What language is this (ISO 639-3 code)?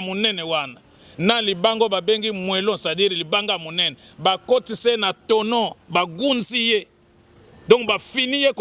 lin